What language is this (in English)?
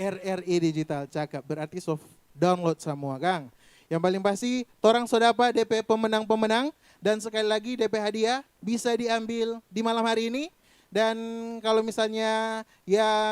Manado Malay